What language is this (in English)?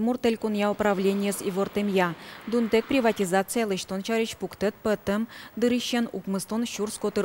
Udmurt